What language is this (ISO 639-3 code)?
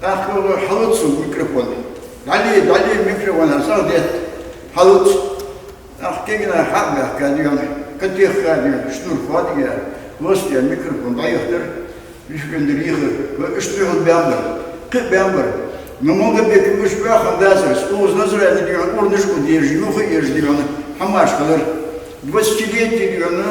inh